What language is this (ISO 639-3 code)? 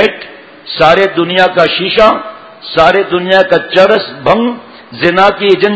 urd